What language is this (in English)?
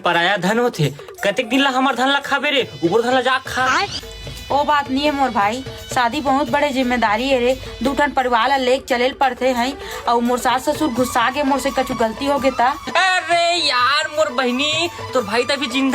Chhattisgarhi